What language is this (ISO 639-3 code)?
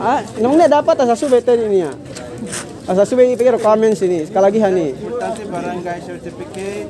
yka